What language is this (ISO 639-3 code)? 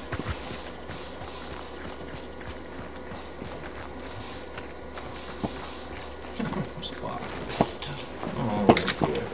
fin